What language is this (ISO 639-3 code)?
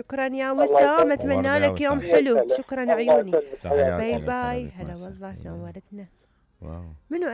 acm